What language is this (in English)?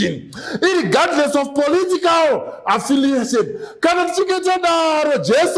Shona